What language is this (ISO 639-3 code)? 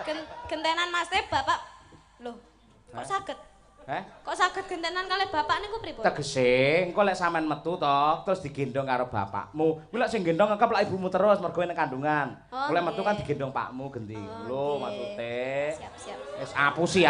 jav